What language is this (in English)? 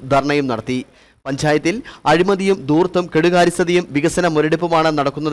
Malayalam